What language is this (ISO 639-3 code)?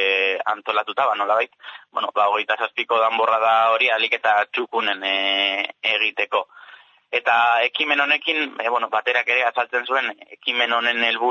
eus